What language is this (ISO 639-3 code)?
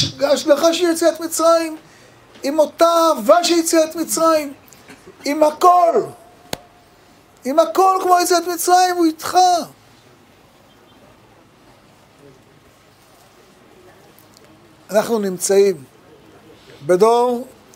heb